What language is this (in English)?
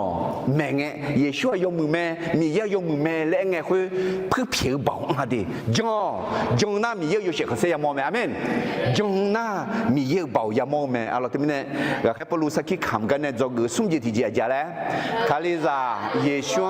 Akha